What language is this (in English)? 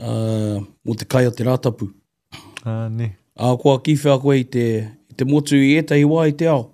Māori